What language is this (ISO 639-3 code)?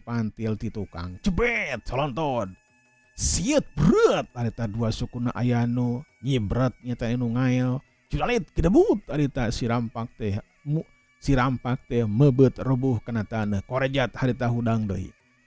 sun